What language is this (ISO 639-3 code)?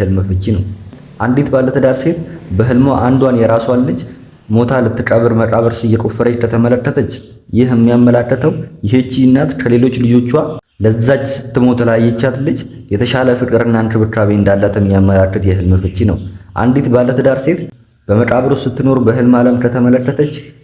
amh